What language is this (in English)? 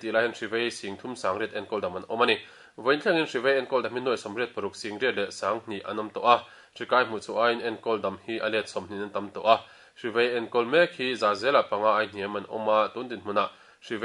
Mizo